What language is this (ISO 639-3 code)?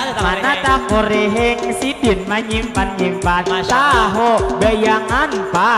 bjn